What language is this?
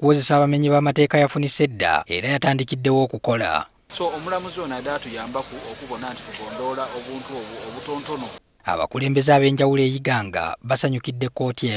Ganda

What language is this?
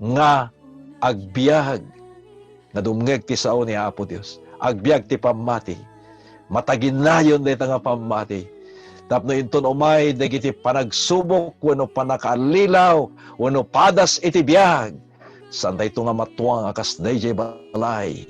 Iloko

